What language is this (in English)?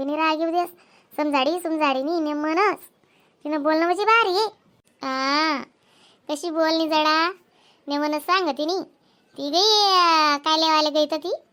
Khandesi